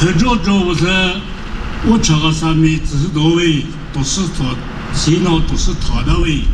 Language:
Chokri Naga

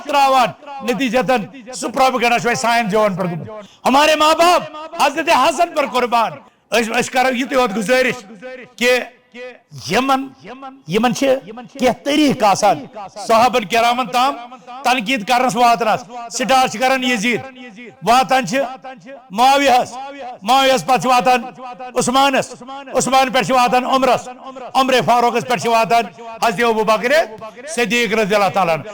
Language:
Kashmiri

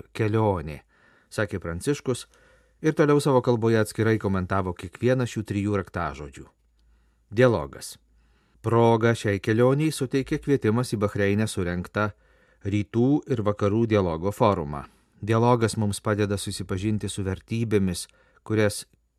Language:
Lithuanian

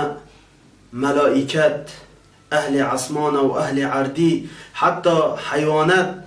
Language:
Kurdish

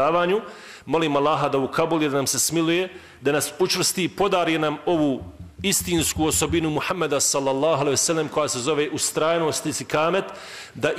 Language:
Bosnian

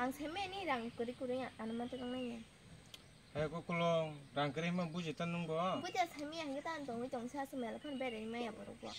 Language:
Kok Borok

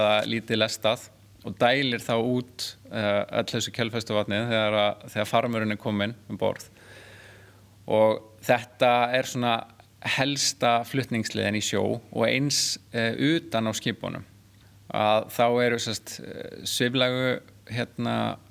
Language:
Icelandic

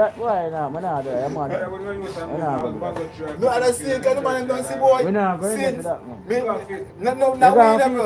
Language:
Jamaican Creole English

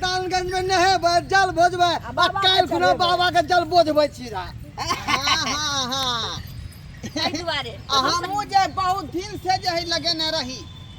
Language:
Maithili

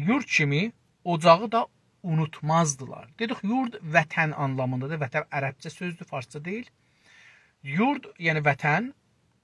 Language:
South Azerbaijani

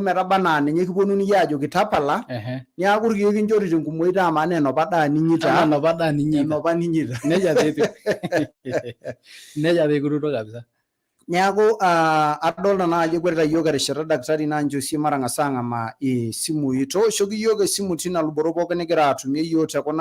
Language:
Masai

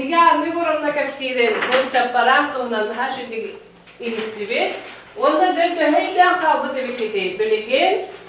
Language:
Yakut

